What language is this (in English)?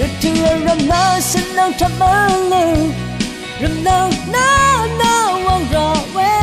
Rawang